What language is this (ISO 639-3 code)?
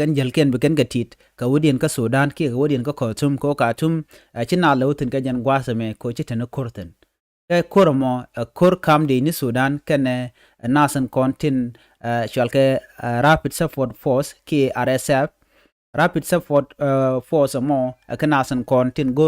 nus